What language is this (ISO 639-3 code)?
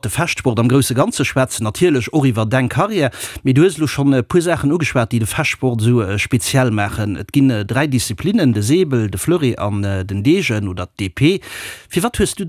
ltz